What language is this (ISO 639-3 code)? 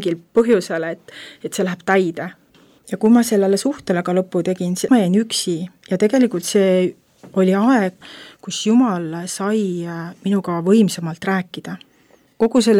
est